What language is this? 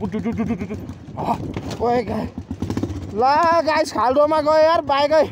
Nepali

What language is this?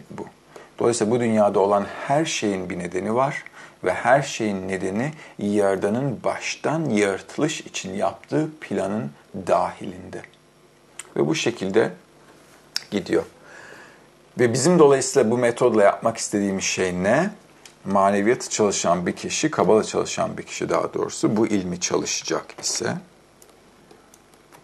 Turkish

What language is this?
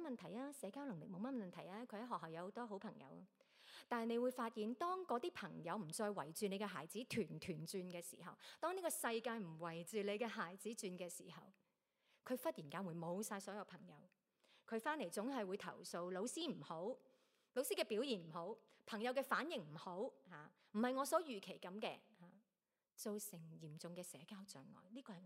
Cantonese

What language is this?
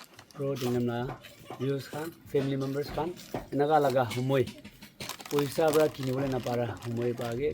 Naga Pidgin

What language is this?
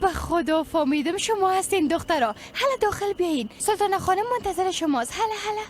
Persian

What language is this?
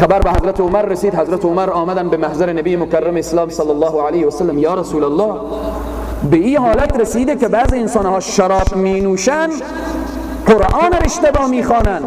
Persian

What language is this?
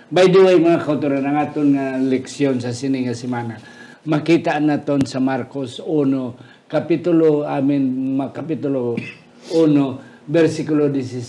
Hiligaynon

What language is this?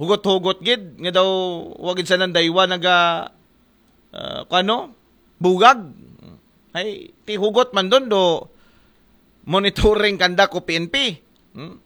Aklanon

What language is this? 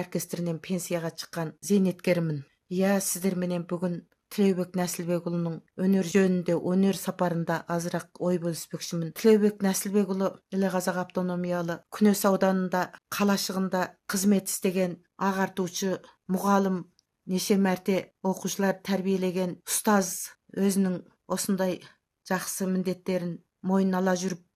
Kazakh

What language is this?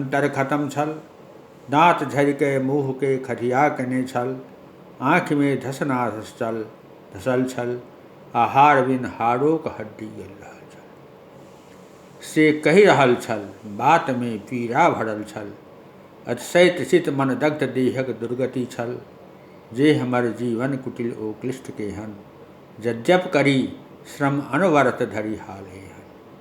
Maithili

